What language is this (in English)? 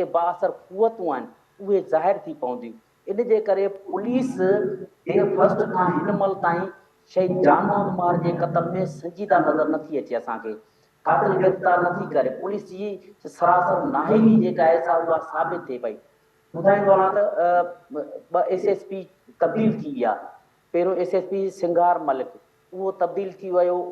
Sindhi